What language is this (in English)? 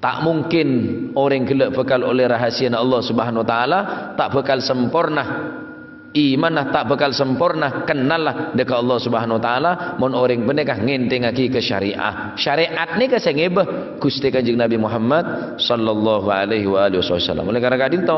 Madurese